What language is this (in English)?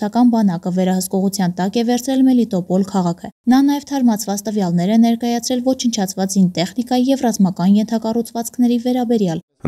Armenian